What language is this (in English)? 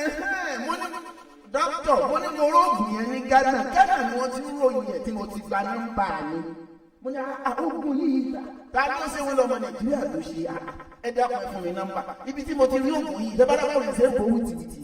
Yoruba